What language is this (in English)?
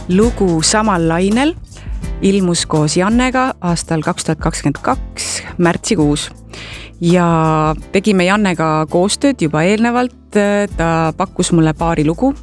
Estonian